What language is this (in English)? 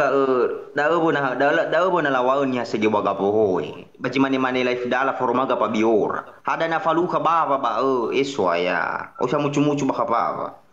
Nias